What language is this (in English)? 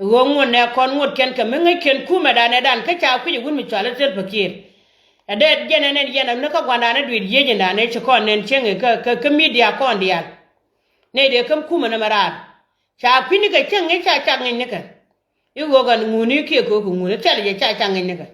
Nuer